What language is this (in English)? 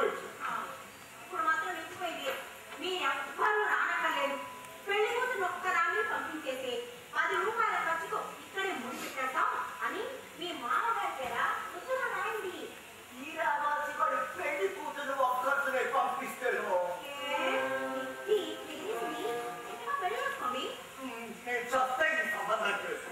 Telugu